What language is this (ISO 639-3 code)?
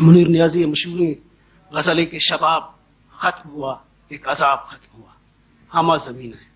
bal